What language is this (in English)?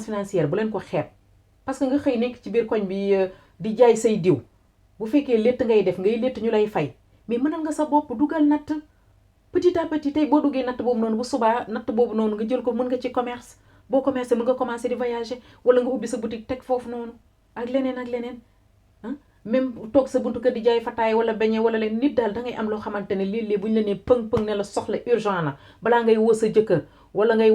Wolof